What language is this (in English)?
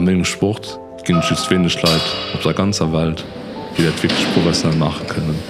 Luxembourgish